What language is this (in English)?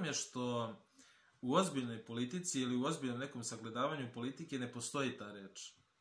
Serbian